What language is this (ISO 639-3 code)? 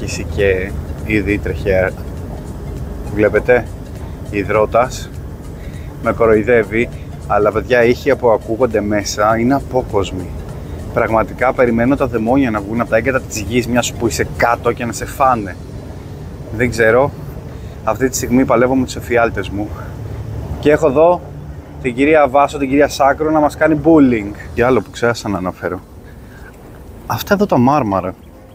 ell